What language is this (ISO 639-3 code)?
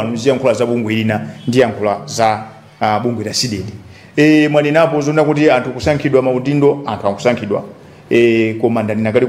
nya